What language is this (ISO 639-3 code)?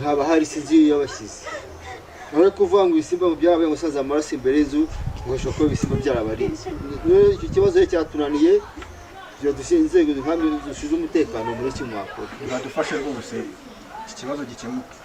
kin